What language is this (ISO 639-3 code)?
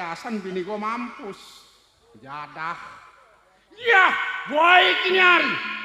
bew